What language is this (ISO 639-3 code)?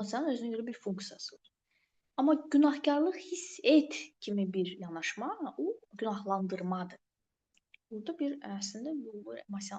aze